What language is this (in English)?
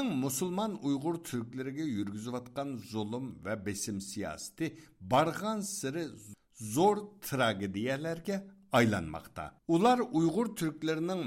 Uyghur